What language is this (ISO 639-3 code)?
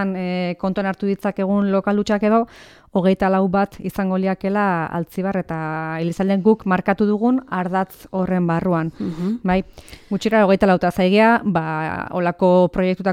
eus